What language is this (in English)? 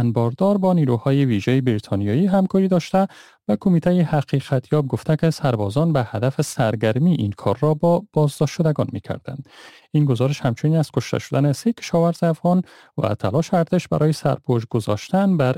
Persian